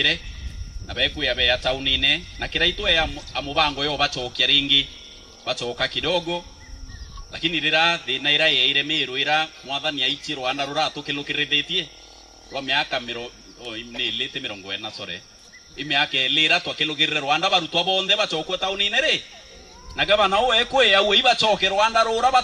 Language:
Meru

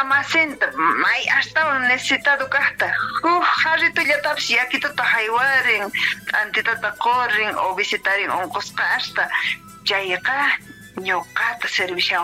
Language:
Quechua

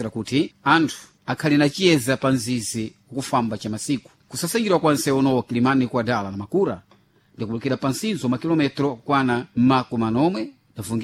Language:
Sena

